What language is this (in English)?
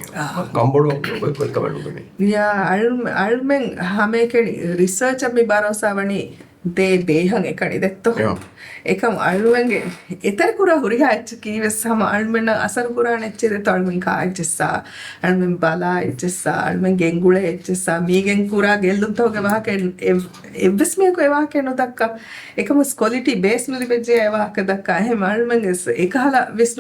Divehi